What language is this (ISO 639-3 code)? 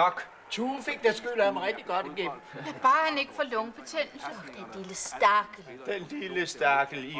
dan